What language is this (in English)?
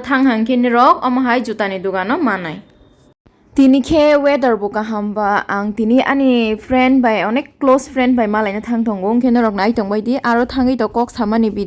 Kok Borok